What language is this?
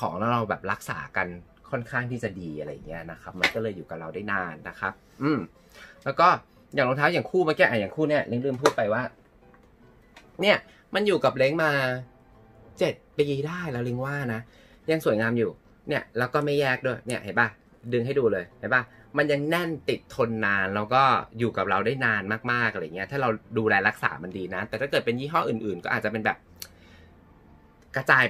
Thai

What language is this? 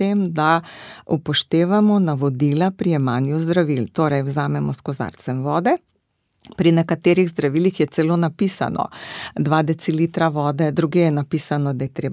Slovenian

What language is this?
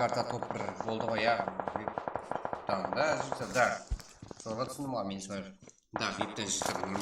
Kara-Kalpak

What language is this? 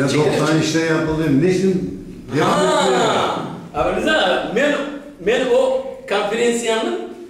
Crimean Tatar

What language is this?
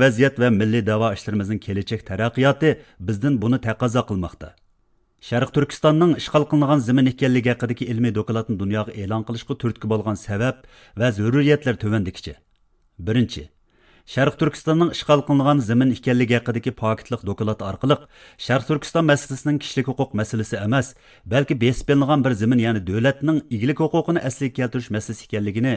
Uyghur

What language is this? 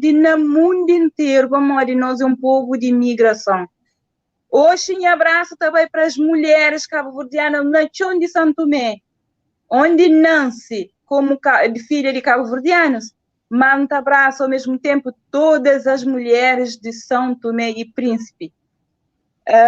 Kabuverdianu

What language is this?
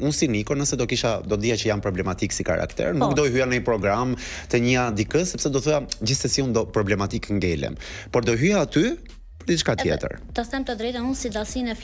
Albanian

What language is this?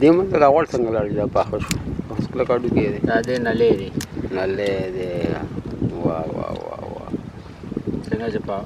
Pashto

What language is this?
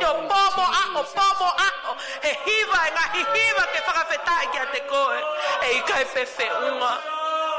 Tongan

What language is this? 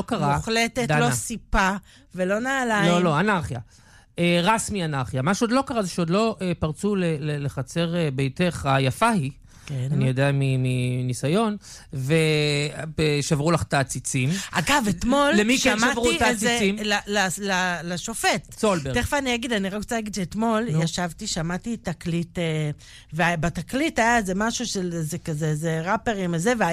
Hebrew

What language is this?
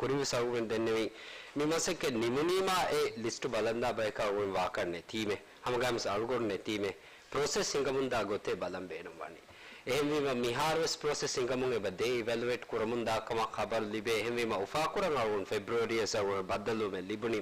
Divehi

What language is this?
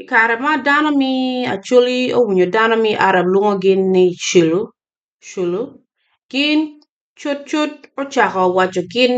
Acoli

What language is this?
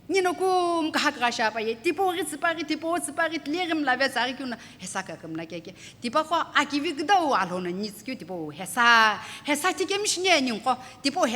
Sumi Naga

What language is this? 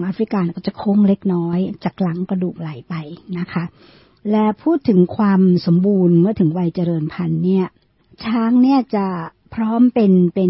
Thai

